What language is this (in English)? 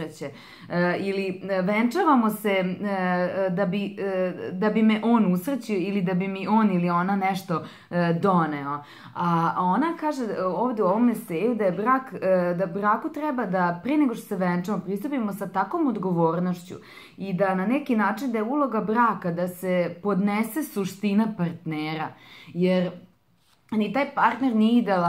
Serbian